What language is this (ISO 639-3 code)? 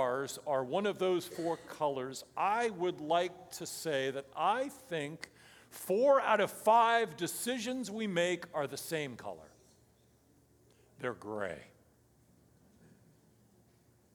eng